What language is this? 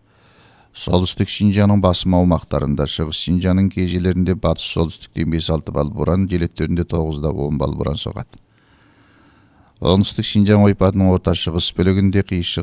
Kazakh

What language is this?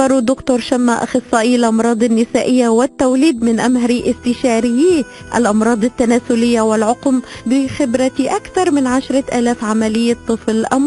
North Levantine Arabic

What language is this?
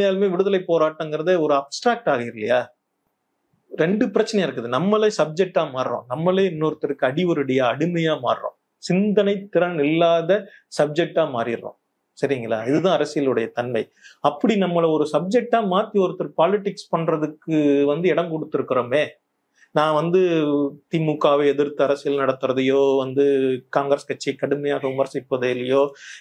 Tamil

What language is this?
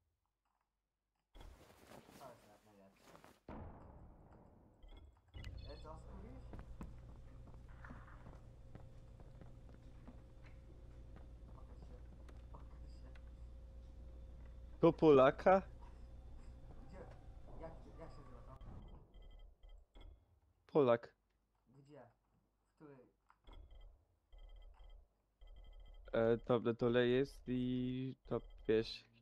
Polish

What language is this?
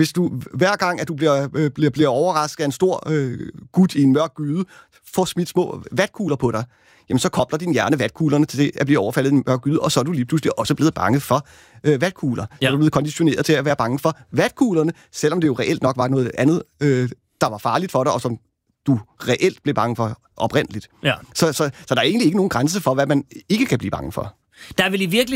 Danish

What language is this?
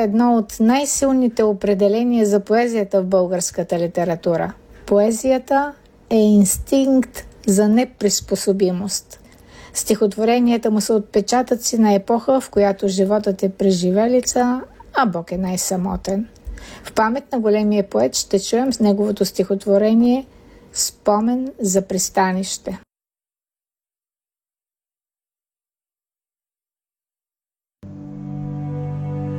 Bulgarian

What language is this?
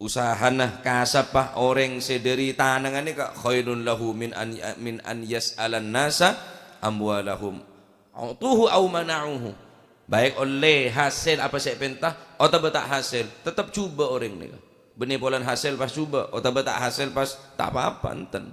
Madurese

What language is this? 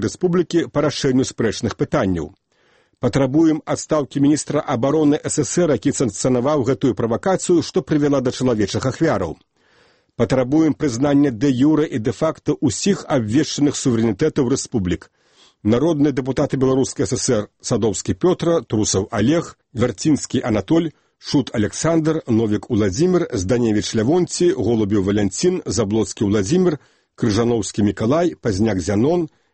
Belarusian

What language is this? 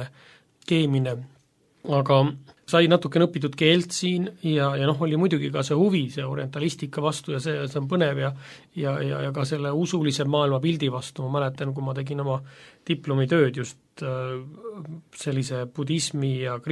Estonian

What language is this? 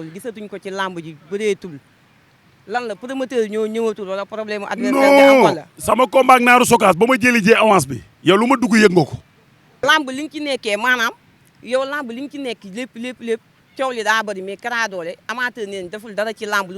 Wolof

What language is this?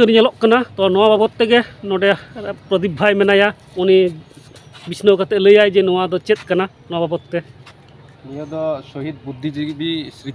Santali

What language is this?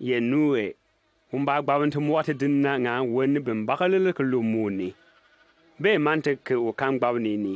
Bimoba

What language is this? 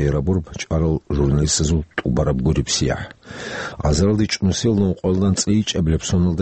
Avaric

